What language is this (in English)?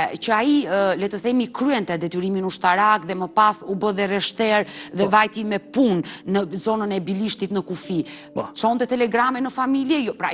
Albanian